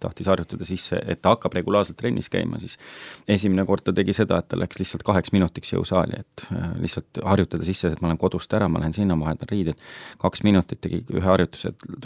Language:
Estonian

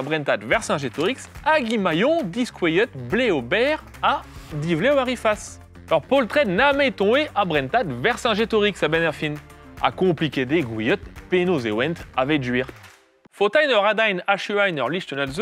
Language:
Breton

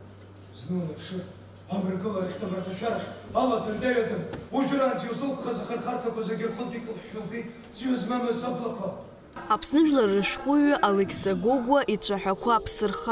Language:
Abkhazian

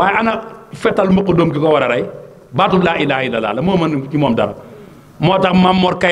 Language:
Wolof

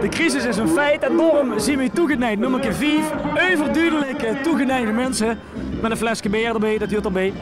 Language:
Limburgish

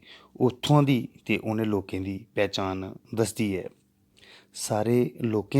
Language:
Dogri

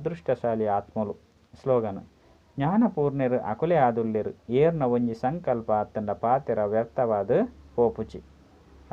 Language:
Tulu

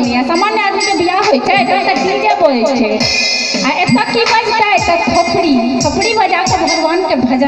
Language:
Maithili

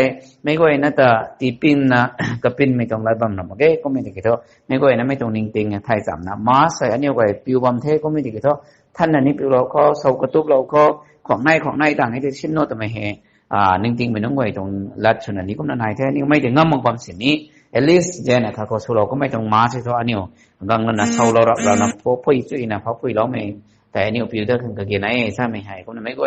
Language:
Rongmei Naga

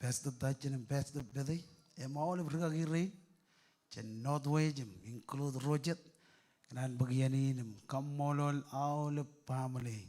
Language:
Marshallese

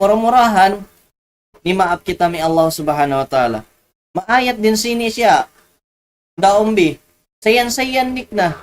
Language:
Tausug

